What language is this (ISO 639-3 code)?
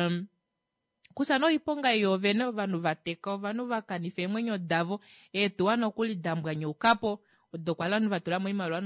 kua